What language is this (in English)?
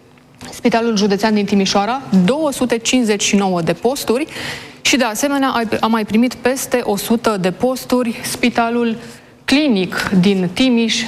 Romanian